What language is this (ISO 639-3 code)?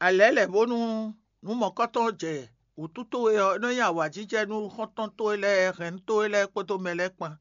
fon